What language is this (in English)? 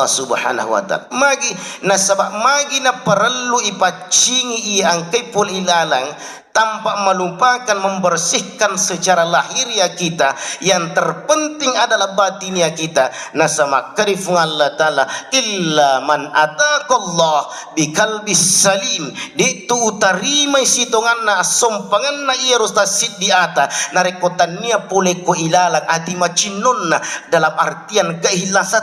Buginese